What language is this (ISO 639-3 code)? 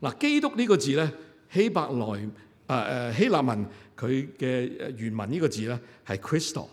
yue